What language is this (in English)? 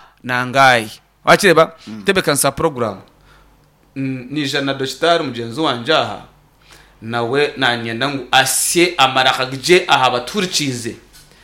Nyankole